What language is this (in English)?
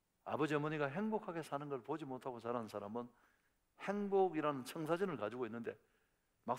Korean